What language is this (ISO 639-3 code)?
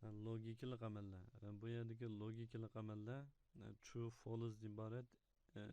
uig